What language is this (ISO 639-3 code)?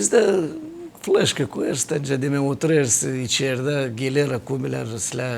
gag